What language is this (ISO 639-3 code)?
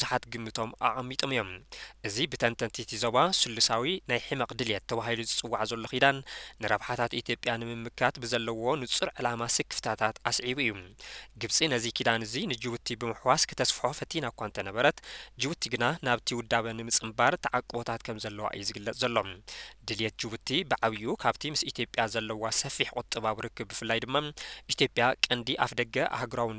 tir